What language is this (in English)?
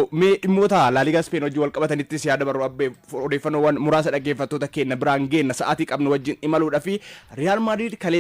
Oromo